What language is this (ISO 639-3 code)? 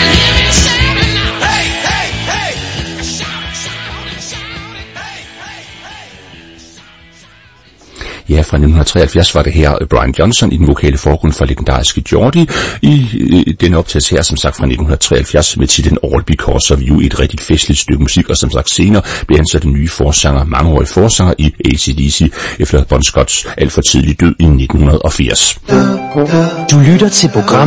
dan